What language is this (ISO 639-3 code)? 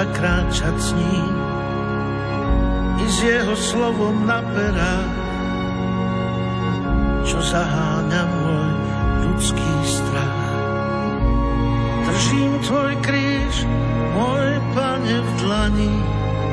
slk